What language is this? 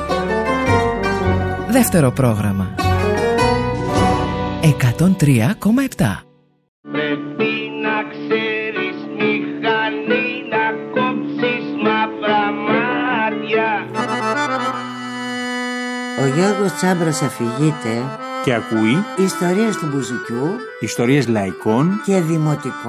Greek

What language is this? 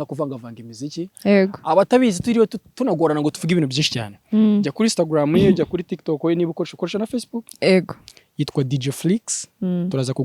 Kinyarwanda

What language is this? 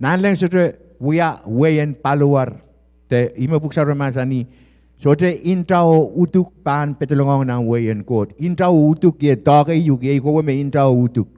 Pohnpeian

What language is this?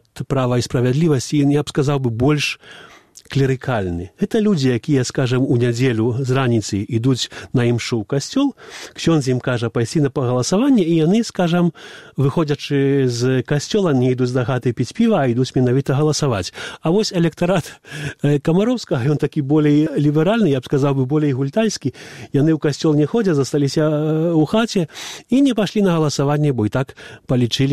Belarusian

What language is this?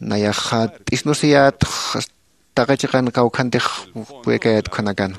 Aymara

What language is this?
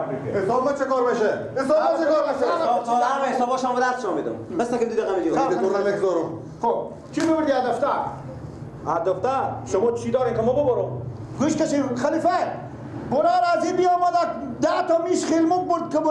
Persian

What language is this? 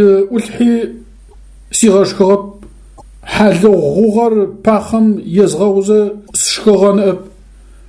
Adyghe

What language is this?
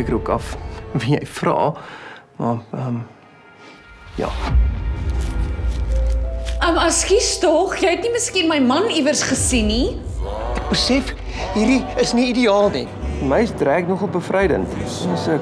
Afrikaans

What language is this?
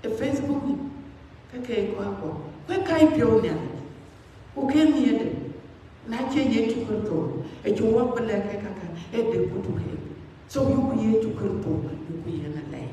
Dinka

